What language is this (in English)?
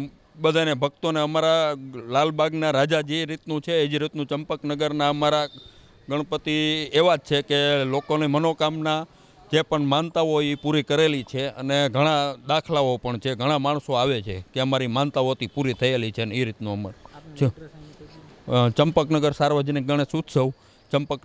Gujarati